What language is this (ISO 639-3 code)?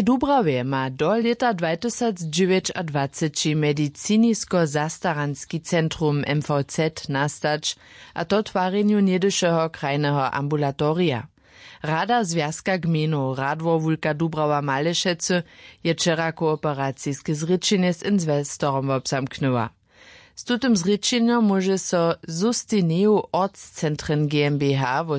hsb